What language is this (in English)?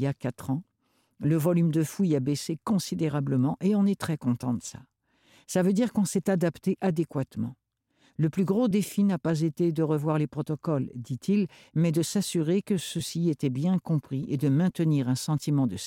French